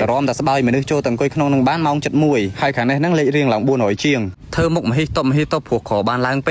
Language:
Khmer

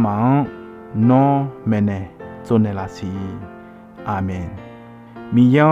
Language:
Akha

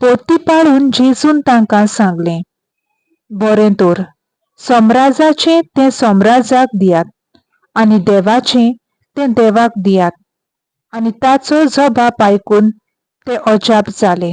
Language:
Konkani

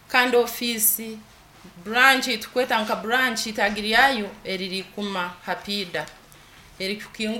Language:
Nyankole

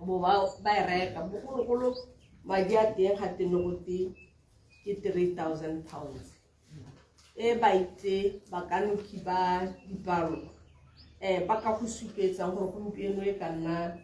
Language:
Tswana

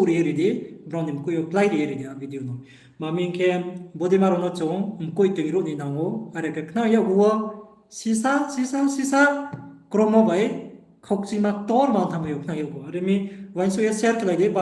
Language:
Riang (India)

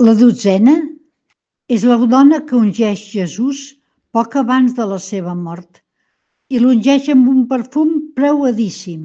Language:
Catalan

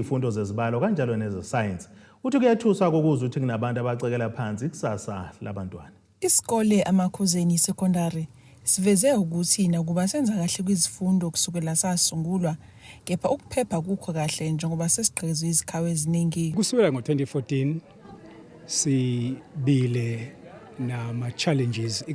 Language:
Zulu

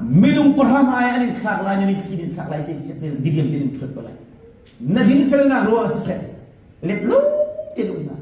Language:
Hakha Chin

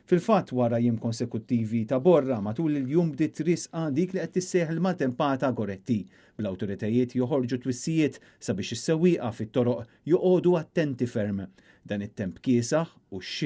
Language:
Maltese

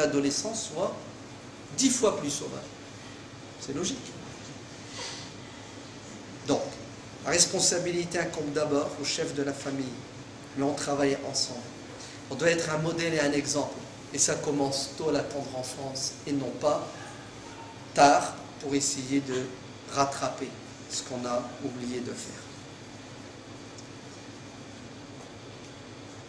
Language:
French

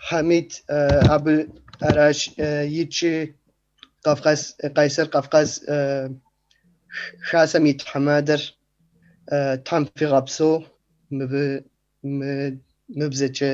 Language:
Kabardian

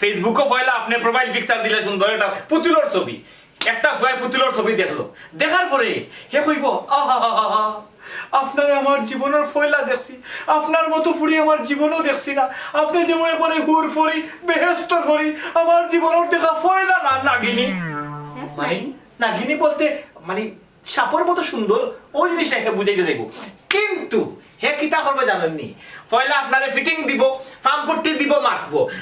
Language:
Sylheti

